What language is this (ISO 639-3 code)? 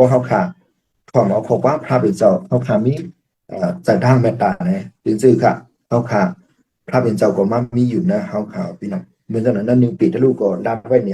shn